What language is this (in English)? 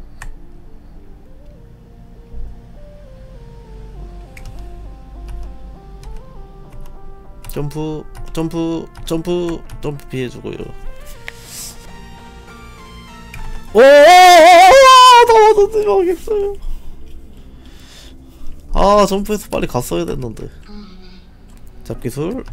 Korean